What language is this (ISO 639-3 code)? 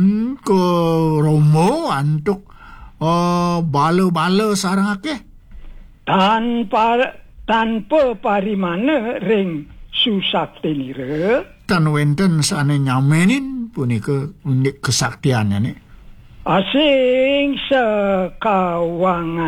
ban